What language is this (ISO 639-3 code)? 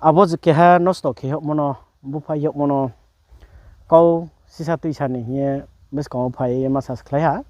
ria